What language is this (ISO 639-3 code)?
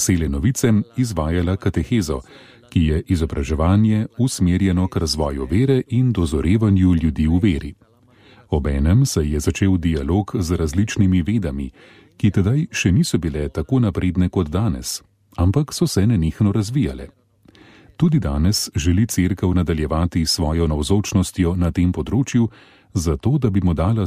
slv